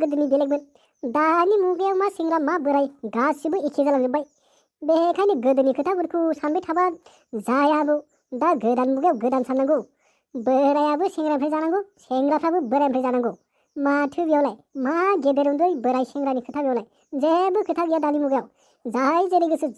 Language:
Bodo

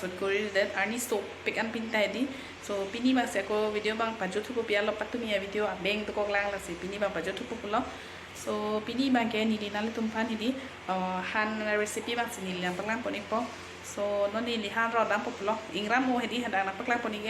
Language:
Karbi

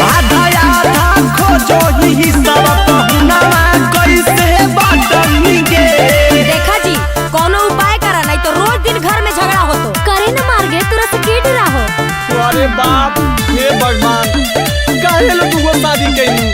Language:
Magahi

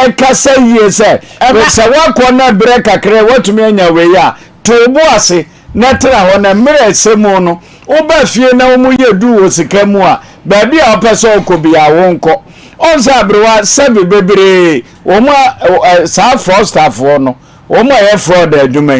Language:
Akan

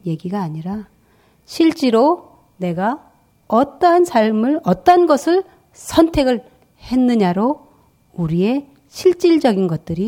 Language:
Korean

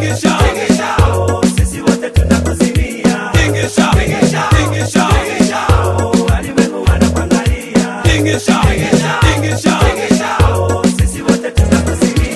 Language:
Swahili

